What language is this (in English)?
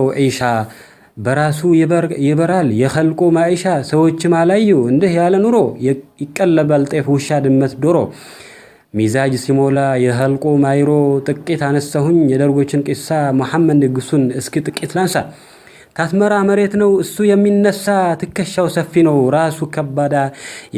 Amharic